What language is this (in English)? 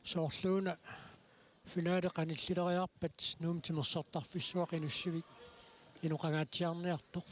Kalaallisut